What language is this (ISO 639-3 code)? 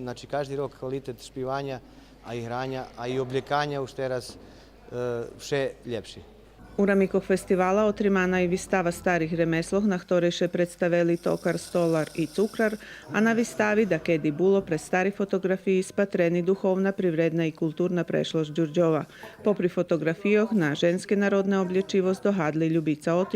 rue